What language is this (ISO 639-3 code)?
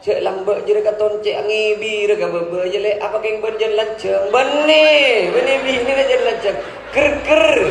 mad